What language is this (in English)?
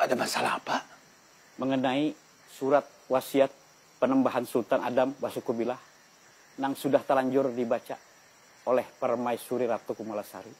Banjar